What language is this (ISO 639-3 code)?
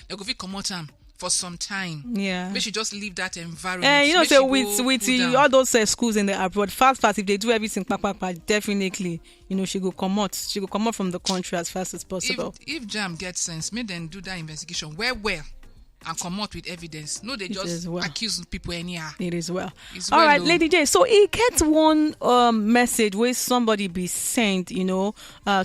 pcm